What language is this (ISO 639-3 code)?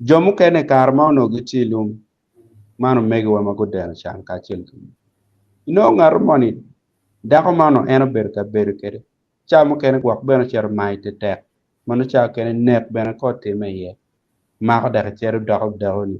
ach